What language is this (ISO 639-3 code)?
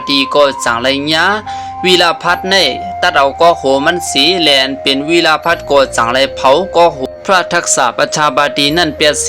shn